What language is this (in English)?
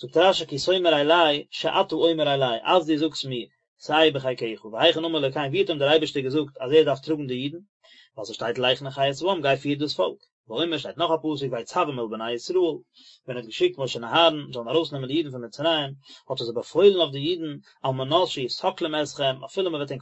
Yiddish